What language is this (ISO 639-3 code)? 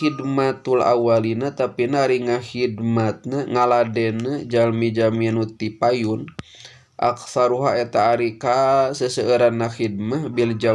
sun